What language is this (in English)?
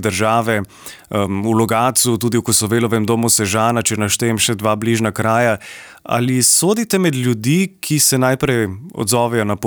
Slovenian